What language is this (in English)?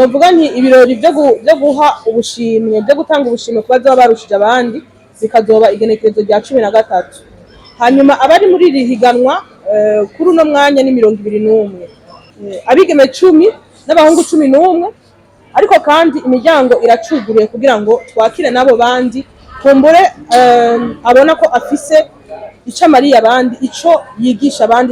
Rundi